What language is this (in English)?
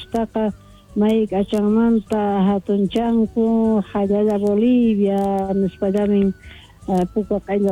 South Bolivian Quechua